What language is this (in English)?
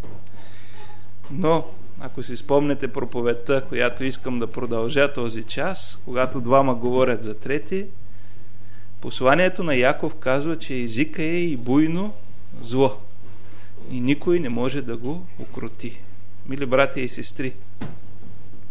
Bulgarian